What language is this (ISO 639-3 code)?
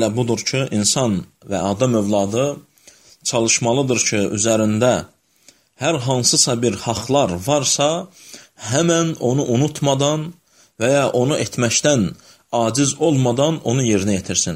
aze